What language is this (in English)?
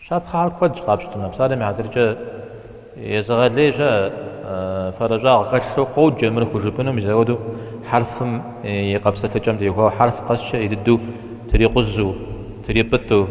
Kabardian